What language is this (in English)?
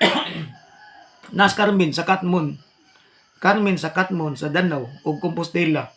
Cebuano